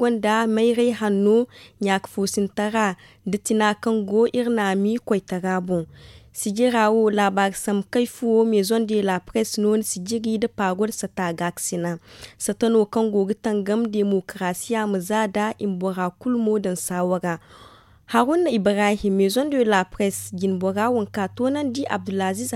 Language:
Zarma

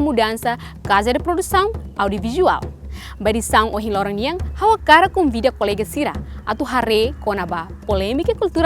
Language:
Tetum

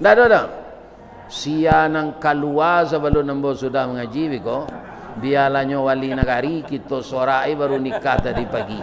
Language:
Minangkabau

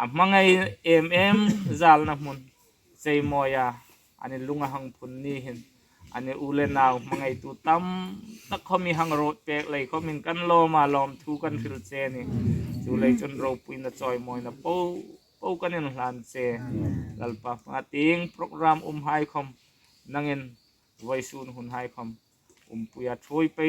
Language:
Hmar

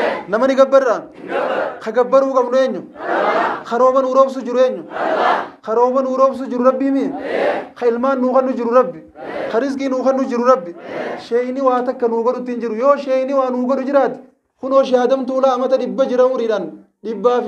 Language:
Oromo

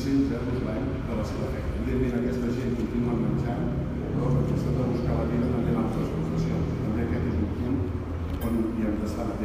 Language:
Catalan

